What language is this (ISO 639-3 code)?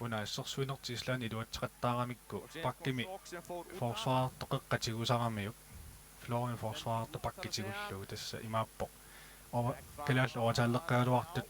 kal